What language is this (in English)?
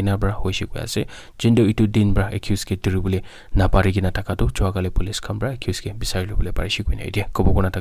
Naga Pidgin